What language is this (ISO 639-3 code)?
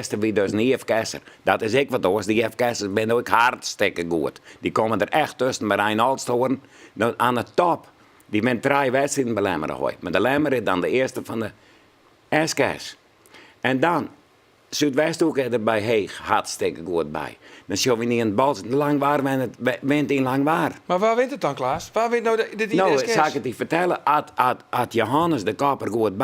fry